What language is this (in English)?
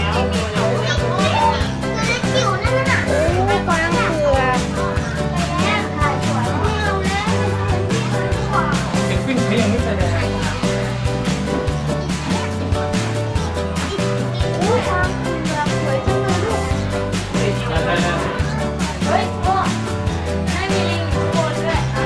Thai